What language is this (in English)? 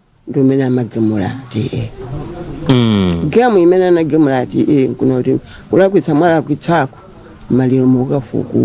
Nyanja